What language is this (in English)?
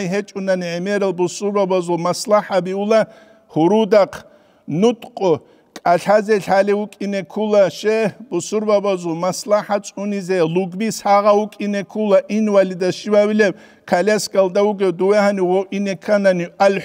Avaric